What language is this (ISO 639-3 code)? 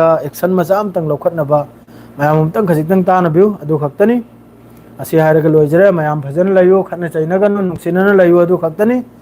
mni